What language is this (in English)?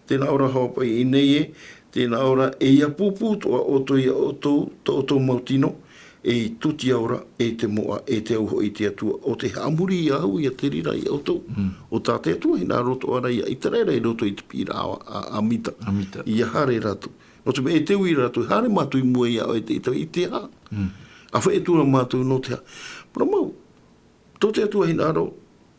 Tahitian